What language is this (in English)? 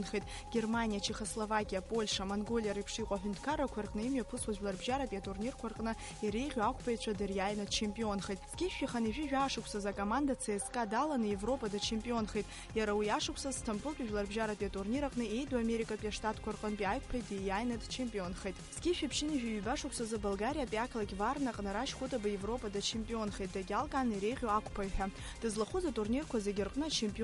Abkhazian